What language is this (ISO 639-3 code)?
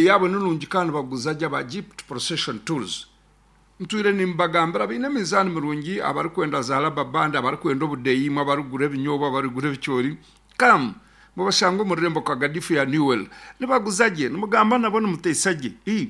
nyn